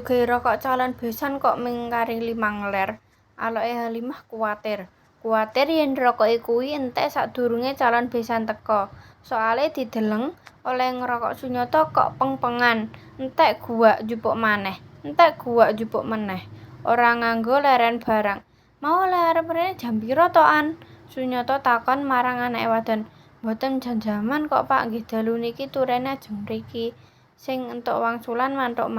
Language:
Javanese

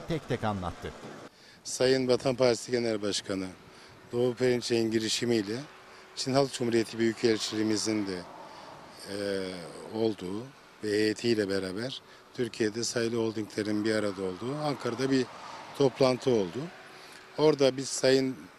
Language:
Turkish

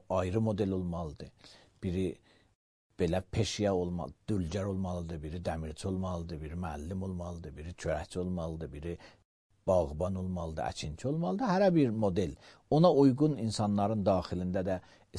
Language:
Azerbaijani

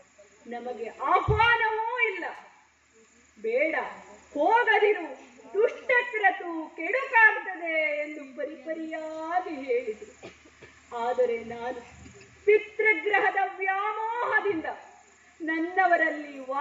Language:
Kannada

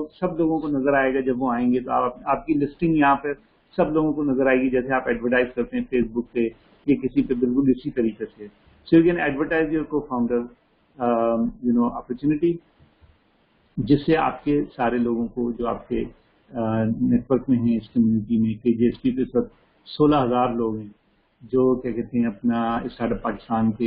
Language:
Urdu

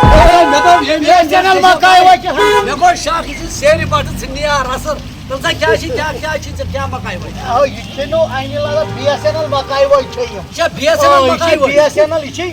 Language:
Kashmiri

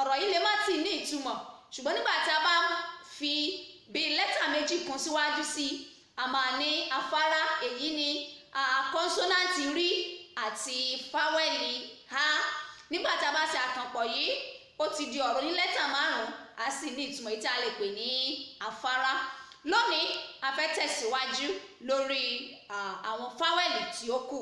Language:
Yoruba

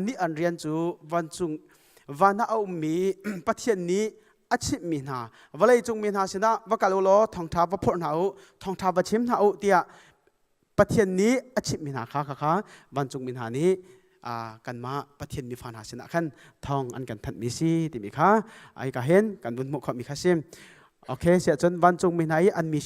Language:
Hakha Chin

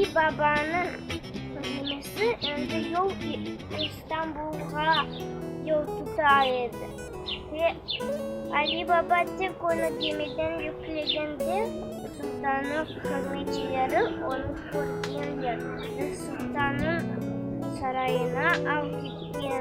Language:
Crimean Tatar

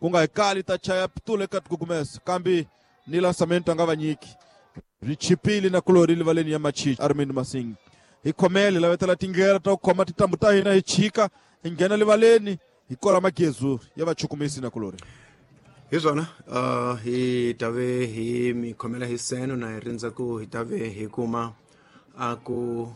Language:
Tsonga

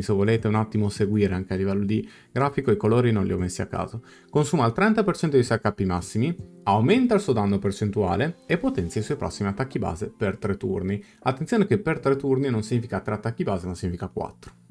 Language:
Italian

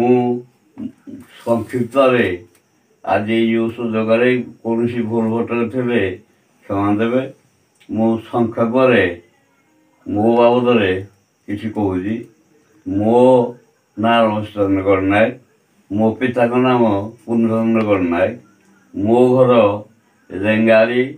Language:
Odia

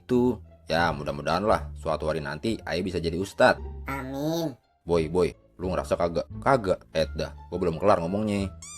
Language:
Betawi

